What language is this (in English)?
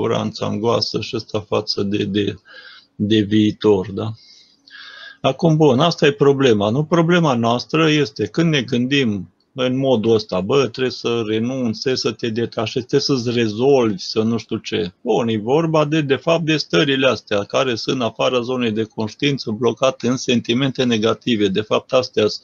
Romanian